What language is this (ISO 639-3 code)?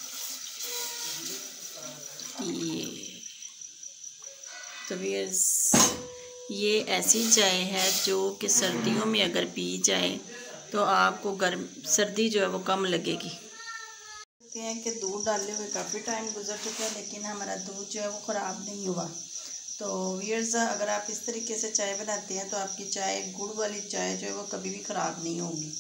hin